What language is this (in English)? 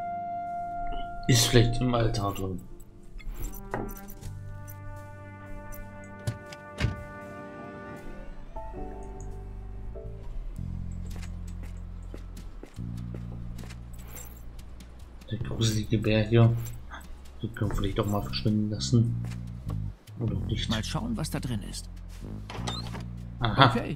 German